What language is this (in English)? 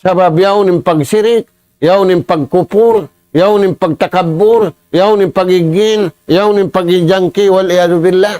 Tausug